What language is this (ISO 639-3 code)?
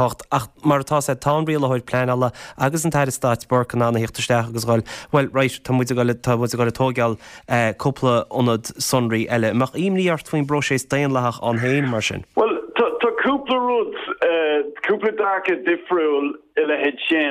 gle